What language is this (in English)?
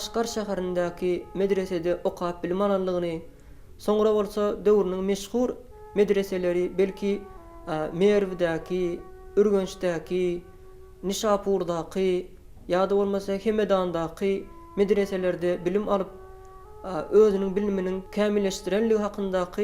Turkmen